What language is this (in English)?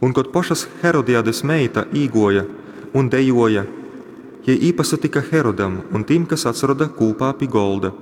Latgalian